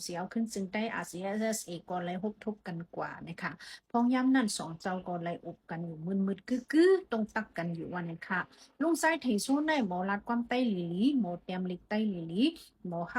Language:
Shan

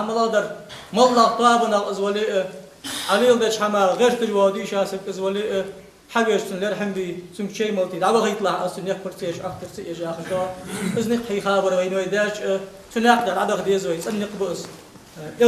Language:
Ingush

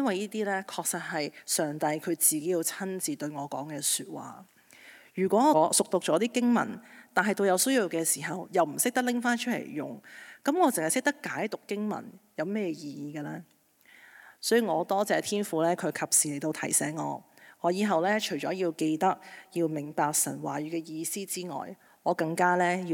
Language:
Cantonese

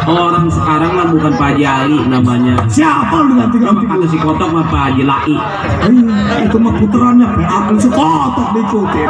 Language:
Betawi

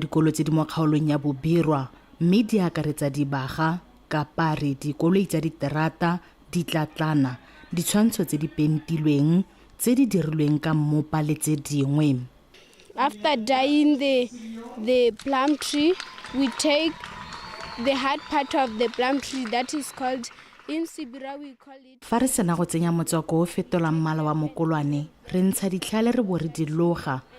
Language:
Tswana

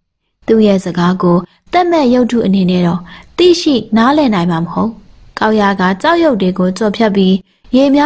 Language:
Burmese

